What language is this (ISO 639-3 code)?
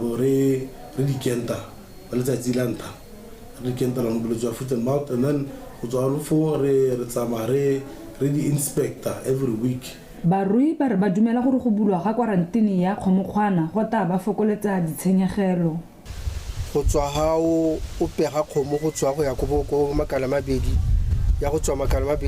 tsn